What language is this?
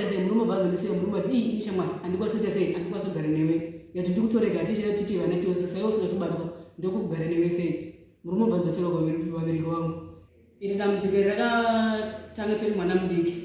Shona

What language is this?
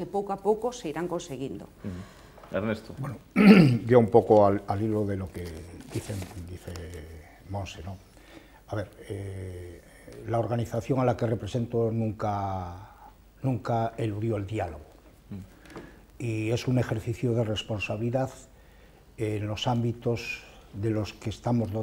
Galician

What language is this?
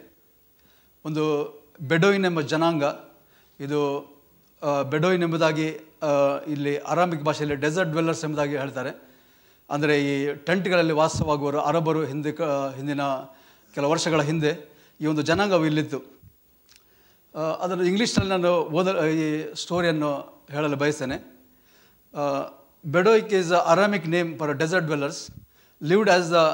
Kannada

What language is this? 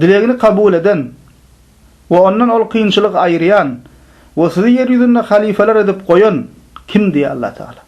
Turkmen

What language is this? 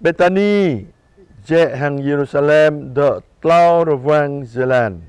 Jarai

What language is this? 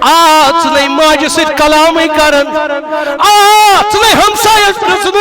Kashmiri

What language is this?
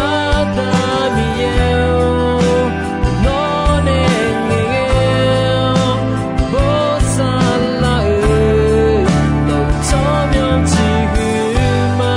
Akha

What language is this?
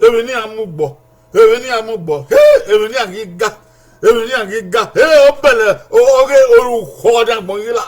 Bini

